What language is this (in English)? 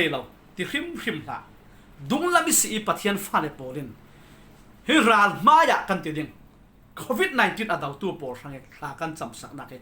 Falam Chin